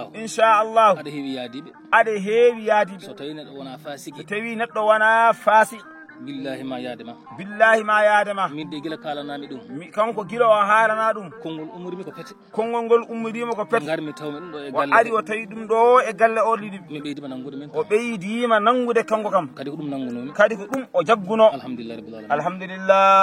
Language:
Fula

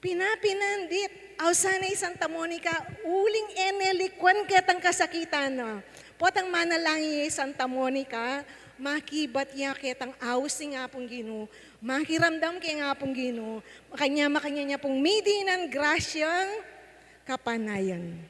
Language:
Pampanga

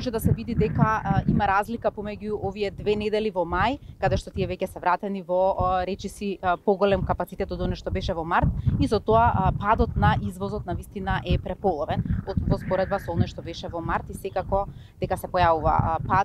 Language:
Macedonian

